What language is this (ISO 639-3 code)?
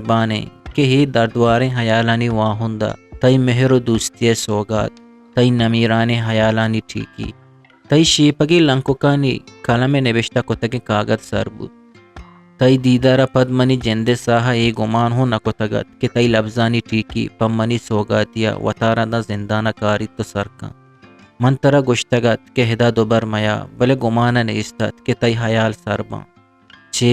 bgp